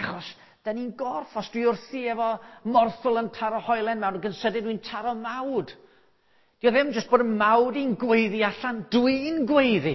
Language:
Welsh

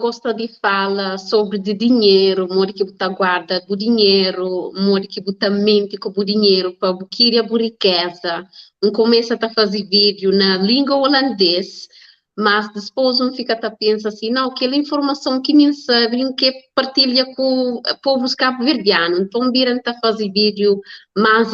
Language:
Kabuverdianu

